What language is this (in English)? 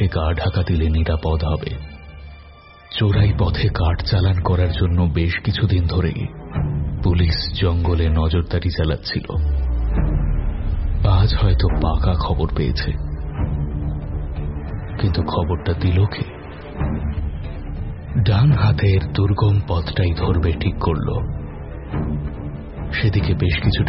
Bangla